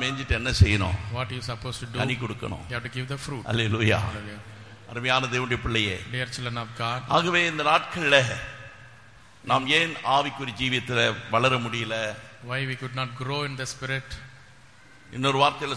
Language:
Tamil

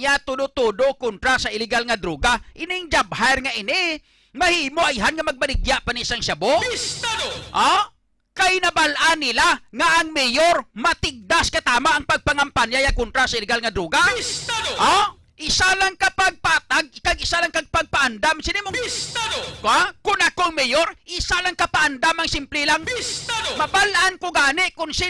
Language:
Hiligaynon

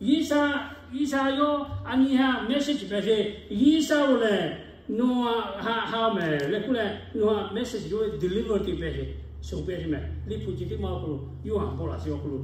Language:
Lahu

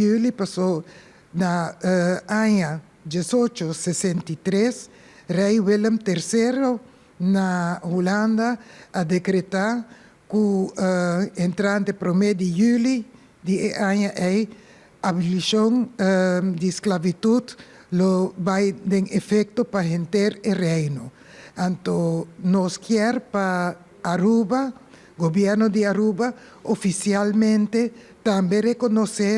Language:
Papiamento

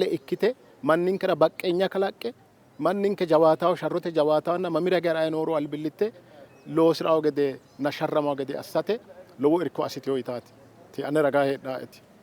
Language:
Sidamo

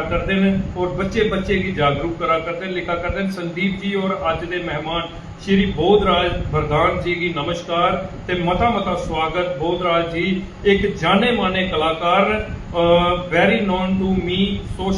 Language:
Dogri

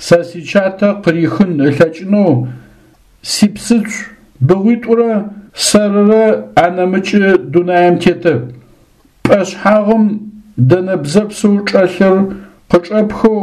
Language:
Adyghe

